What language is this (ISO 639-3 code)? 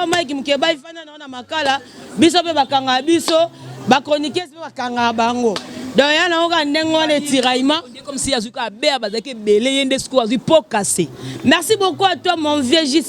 lin